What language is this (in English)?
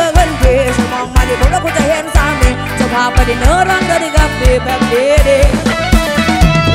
Thai